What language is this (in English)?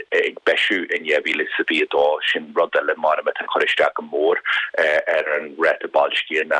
Irish